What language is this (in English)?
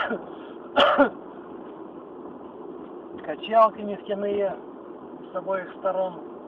Russian